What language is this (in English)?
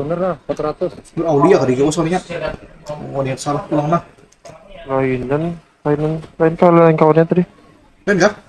Banjar